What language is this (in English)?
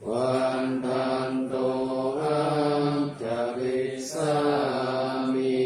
Pali